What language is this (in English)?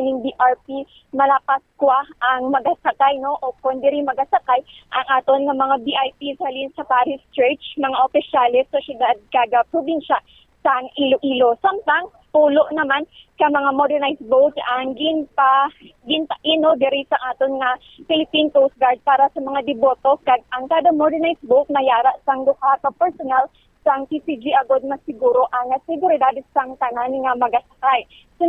Hiligaynon